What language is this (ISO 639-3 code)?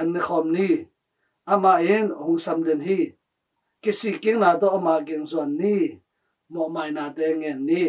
ctd